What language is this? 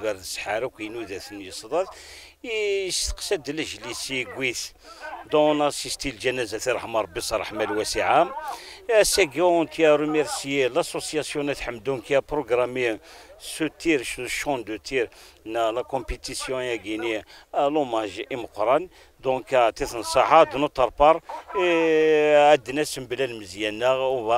Kabyle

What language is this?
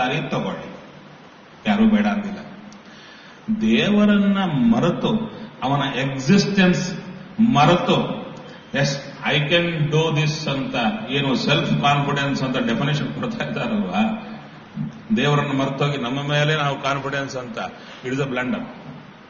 Kannada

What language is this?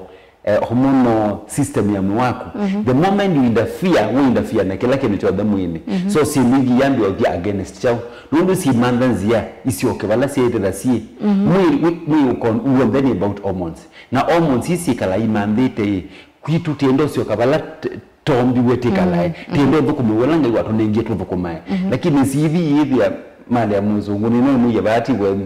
Kamba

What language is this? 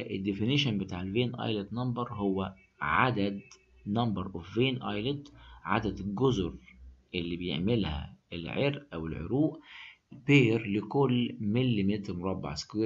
Egyptian Arabic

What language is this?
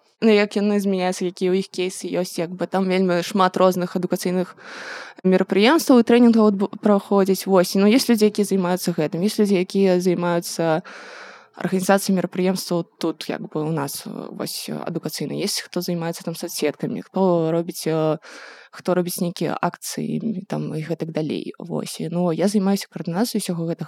Belarusian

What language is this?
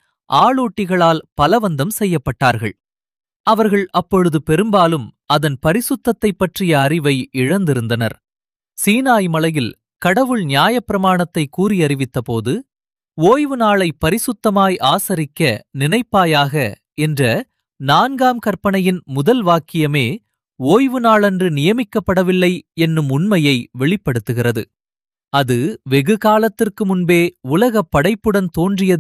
Tamil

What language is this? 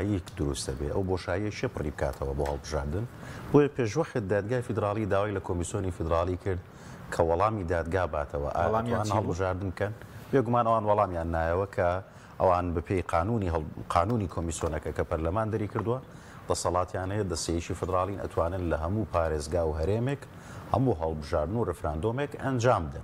Central Kurdish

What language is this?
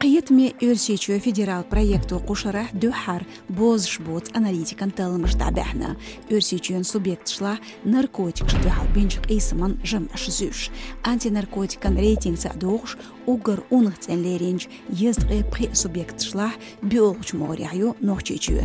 Chechen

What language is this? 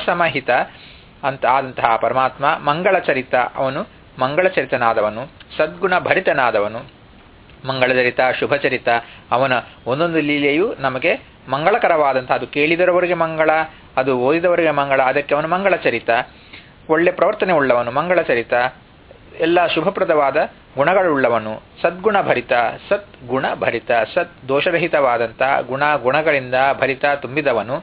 Kannada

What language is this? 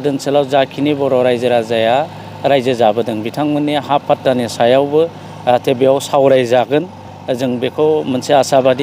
Bodo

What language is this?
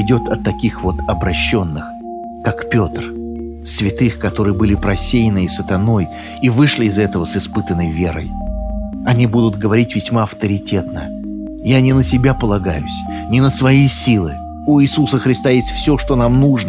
Russian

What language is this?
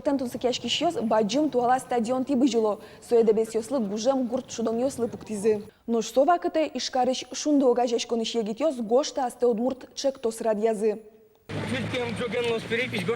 Udmurt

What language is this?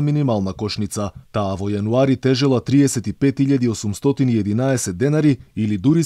Macedonian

